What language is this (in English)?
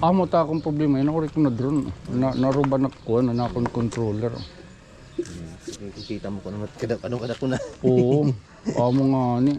Waray